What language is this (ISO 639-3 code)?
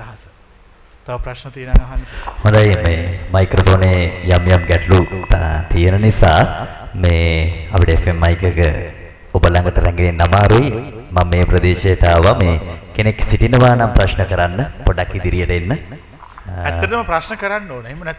sin